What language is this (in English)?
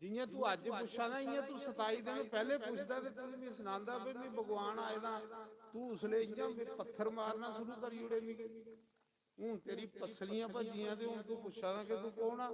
Dogri